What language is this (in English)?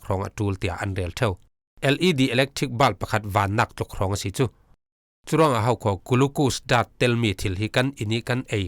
Falam Chin